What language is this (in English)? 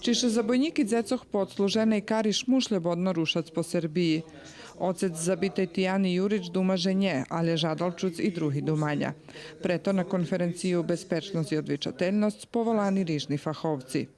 Rusyn